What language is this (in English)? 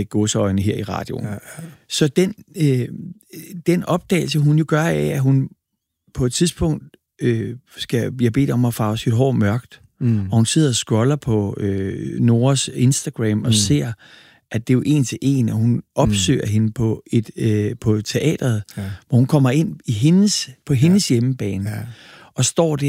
Danish